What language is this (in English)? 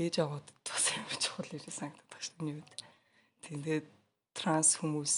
Mongolian